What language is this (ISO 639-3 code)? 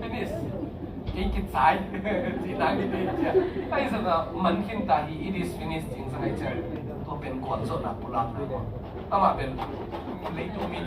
ctd